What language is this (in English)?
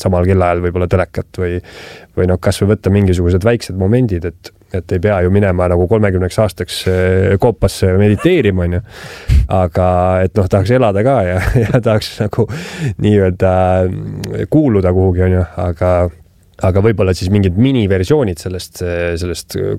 Estonian